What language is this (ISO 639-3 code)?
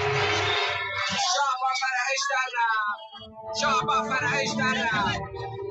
fas